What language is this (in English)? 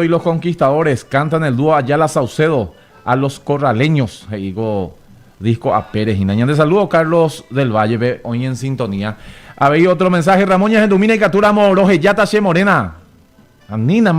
Guarani